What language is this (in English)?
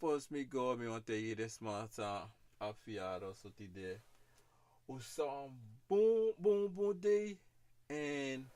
Sranan Tongo